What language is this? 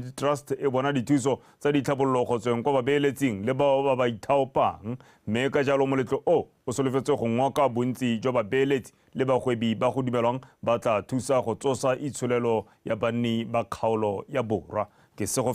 Tswana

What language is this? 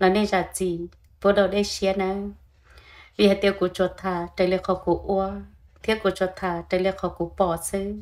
Hmong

